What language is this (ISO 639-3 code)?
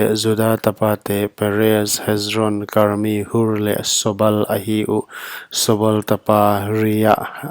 pck